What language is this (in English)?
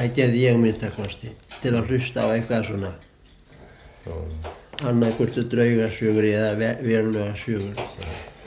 Icelandic